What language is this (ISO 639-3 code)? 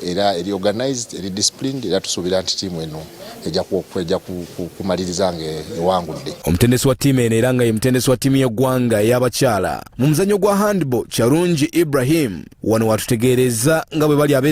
lug